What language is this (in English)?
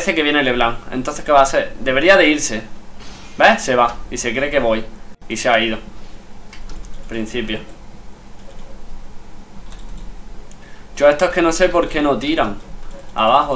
Spanish